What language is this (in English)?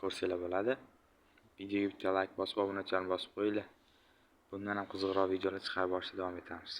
Uzbek